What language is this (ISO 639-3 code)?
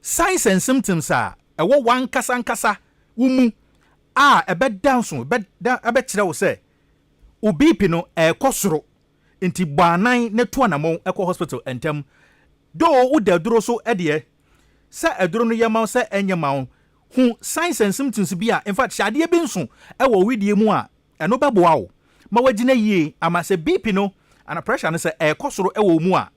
aka